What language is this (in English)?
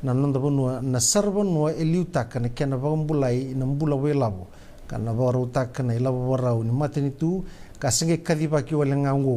Fijian